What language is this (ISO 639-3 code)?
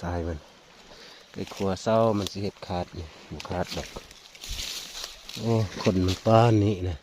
lao